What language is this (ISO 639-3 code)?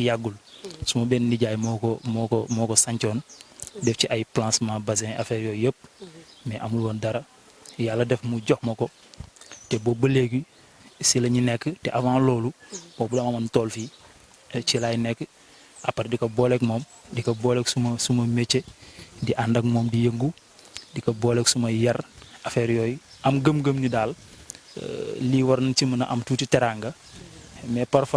wol